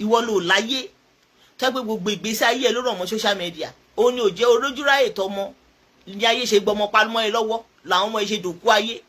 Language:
Yoruba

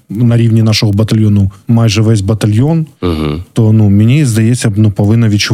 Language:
Ukrainian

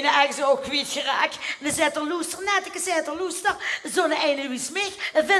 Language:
Limburgish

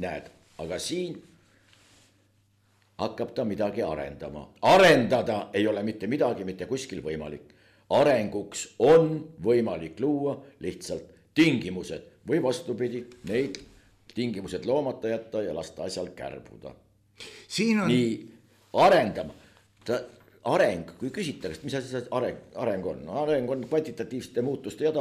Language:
Estonian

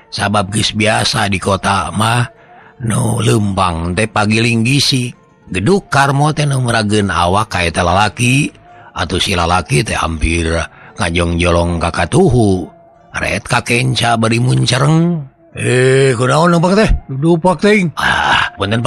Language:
Sundanese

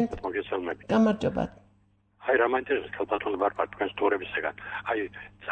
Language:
Georgian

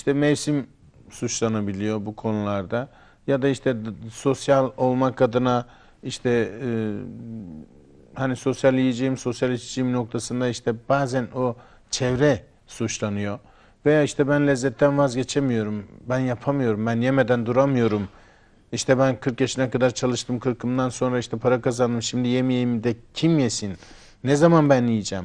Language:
Turkish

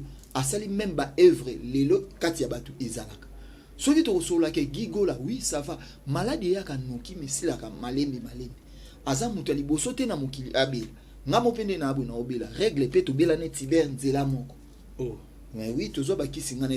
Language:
Lingala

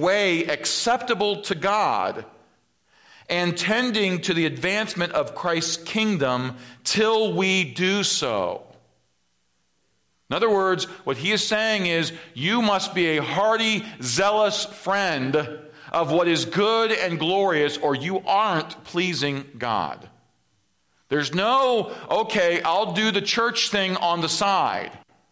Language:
English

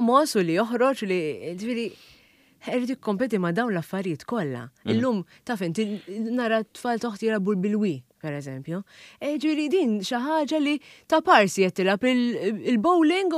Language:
Maltese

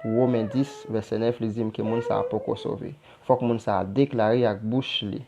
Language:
Haitian Creole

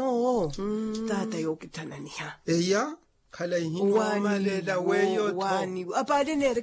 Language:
Makhuwa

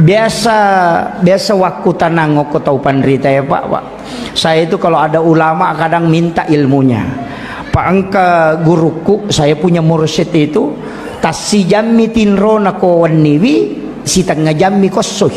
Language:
Buginese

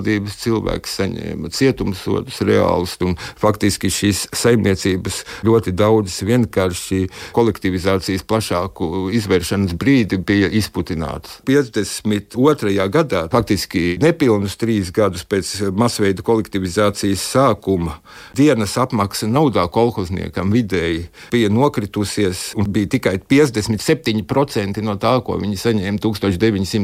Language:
Latvian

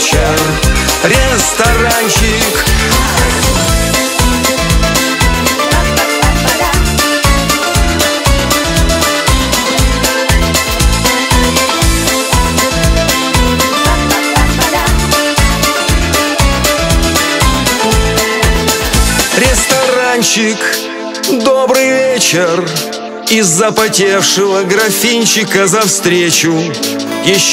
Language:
Russian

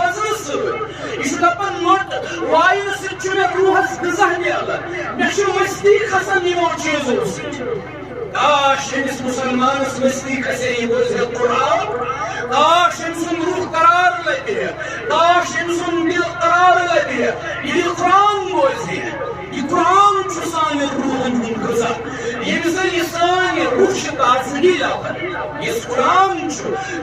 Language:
Kashmiri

